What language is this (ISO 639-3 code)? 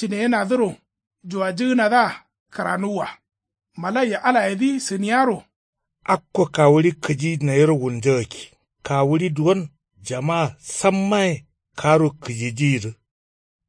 kau